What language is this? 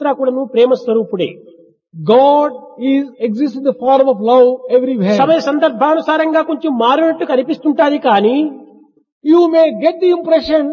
Telugu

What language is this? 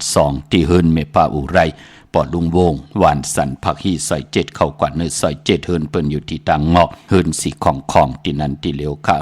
Shan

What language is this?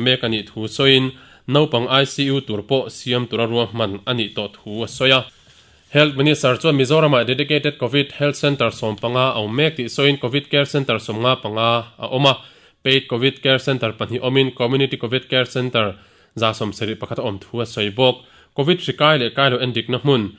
Mizo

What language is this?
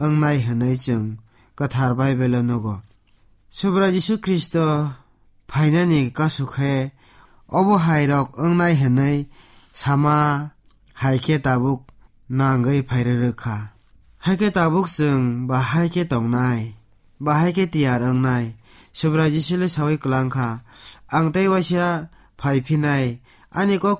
Kok Borok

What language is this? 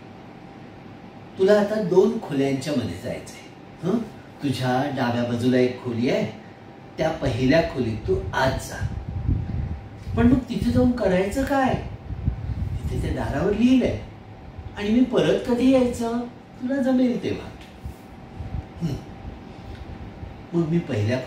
Marathi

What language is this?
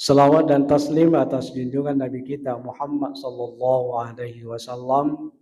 Buginese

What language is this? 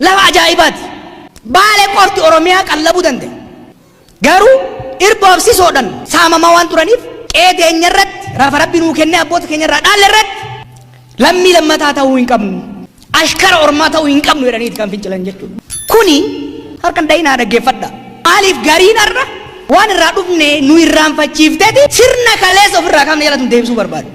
Oromo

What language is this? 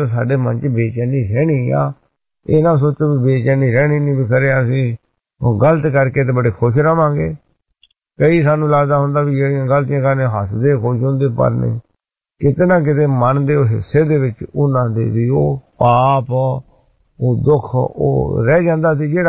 Punjabi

